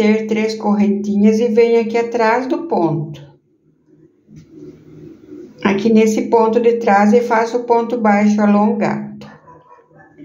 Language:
Portuguese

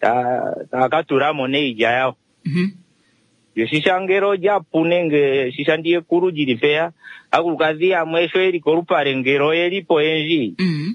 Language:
Kuanyama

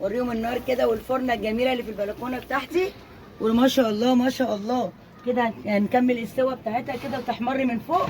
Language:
Egyptian Arabic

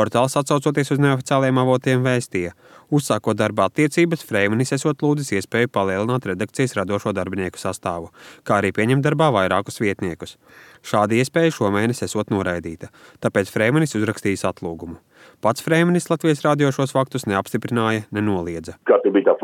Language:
Latvian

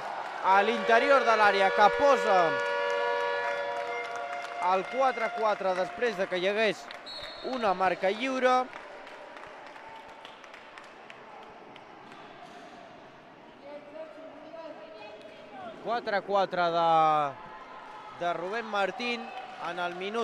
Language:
Catalan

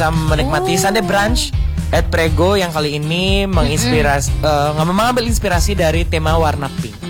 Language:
Indonesian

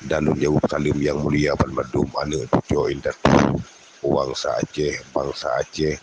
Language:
Achinese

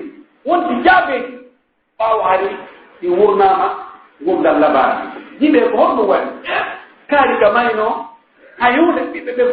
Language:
Pular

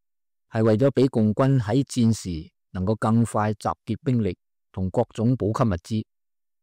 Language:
Cantonese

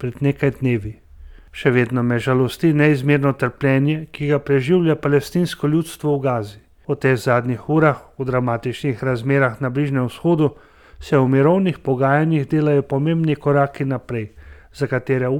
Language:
Slovenian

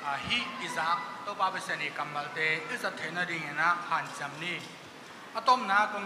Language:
Tedim Chin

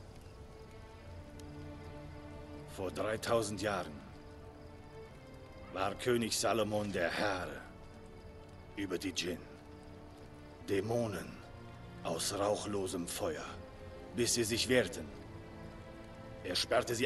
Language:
German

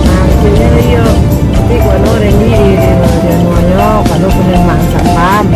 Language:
Minangkabau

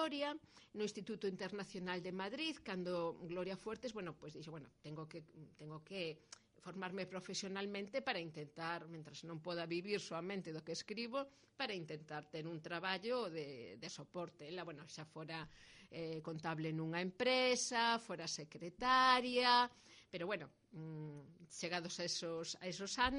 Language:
Galician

